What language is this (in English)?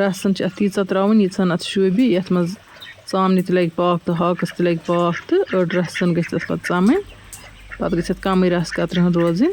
Kashmiri